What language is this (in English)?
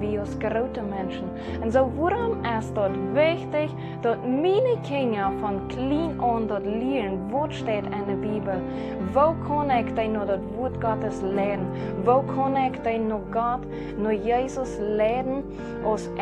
Plautdietsch